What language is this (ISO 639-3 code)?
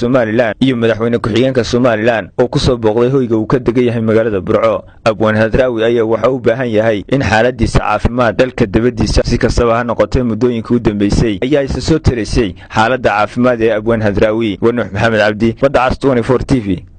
som